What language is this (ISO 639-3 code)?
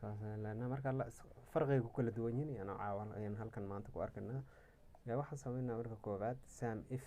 som